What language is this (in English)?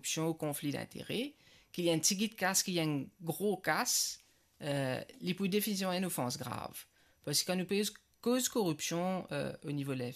Morisyen